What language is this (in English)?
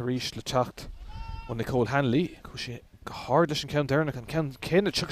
Irish